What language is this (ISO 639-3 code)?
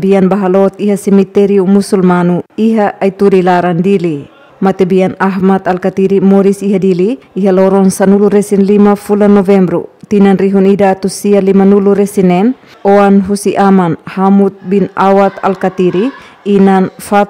tet